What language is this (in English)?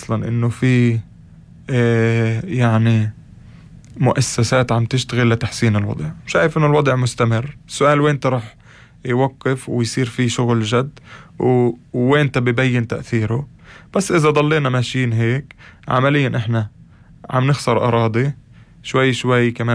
North Levantine Arabic